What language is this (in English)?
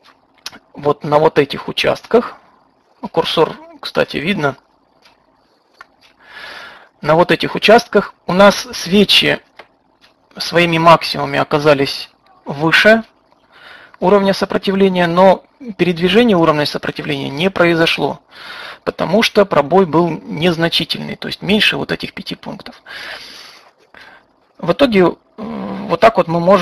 Russian